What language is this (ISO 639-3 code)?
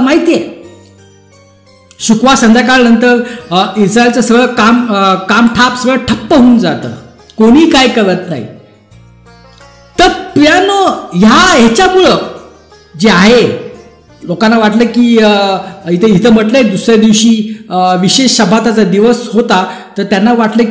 mar